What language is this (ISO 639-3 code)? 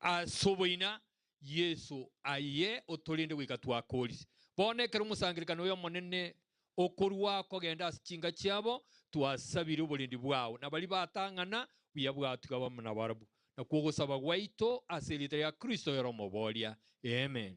guz